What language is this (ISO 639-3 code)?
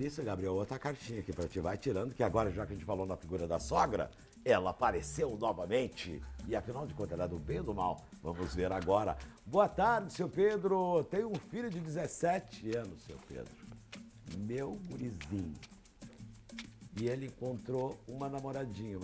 por